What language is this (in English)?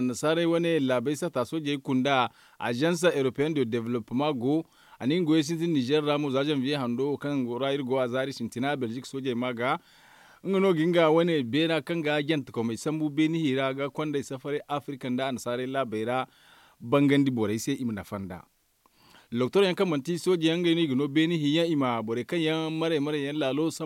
Zarma